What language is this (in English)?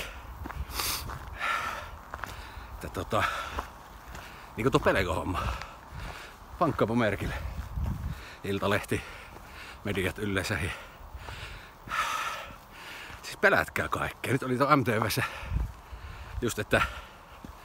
Finnish